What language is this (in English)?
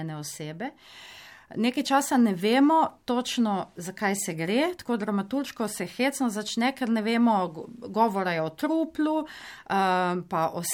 Slovenian